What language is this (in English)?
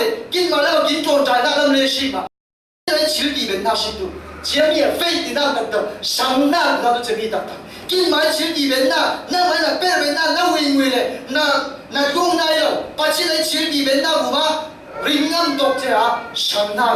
Falam Chin